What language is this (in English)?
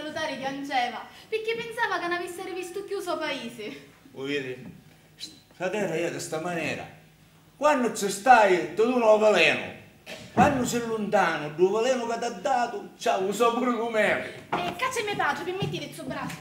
Sicilian